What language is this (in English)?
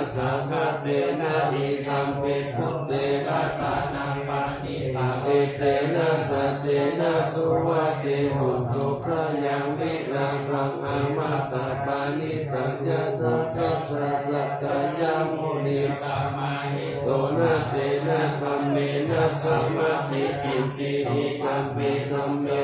Pali